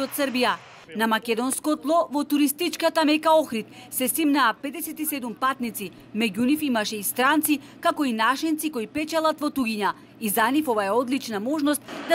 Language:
Macedonian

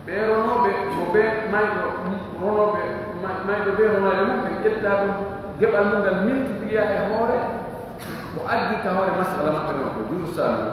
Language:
Pular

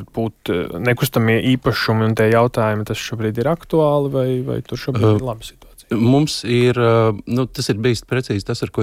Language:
Latvian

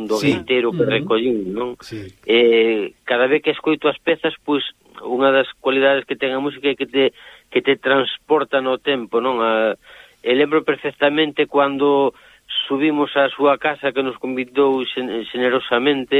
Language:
Galician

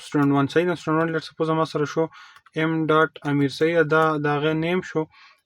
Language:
Pashto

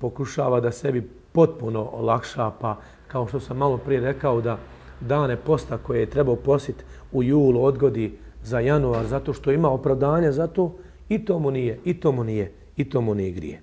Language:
Bosnian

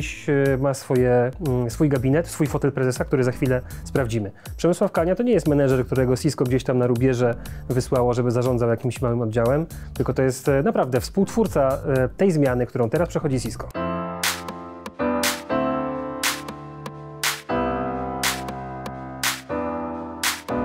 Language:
Polish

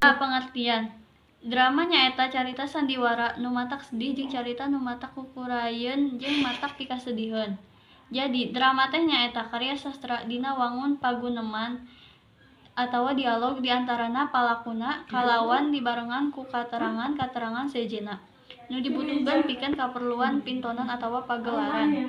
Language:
Sundanese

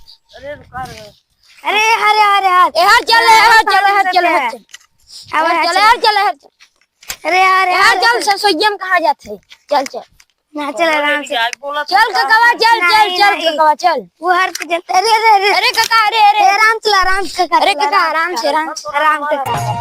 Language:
Awadhi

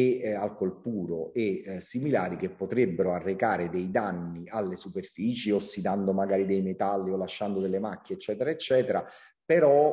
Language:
Italian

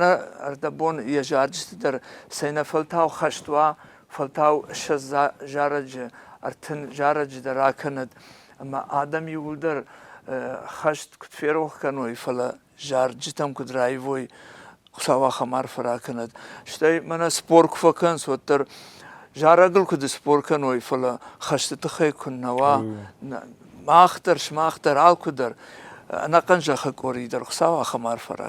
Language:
Ossetic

